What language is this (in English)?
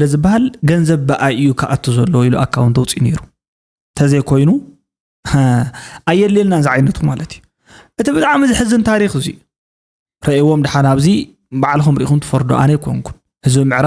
Tigrinya